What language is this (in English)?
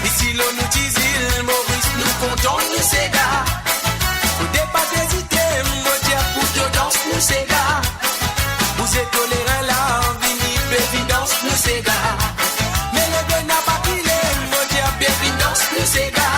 Morisyen